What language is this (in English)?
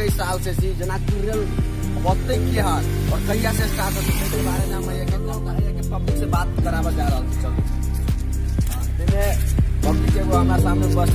Maithili